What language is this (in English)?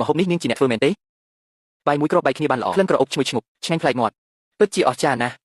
Khmer